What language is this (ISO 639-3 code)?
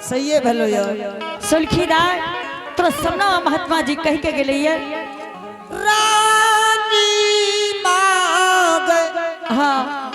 anp